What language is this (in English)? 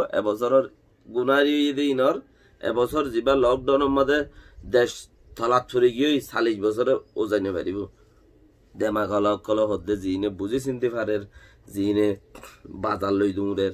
Rohingya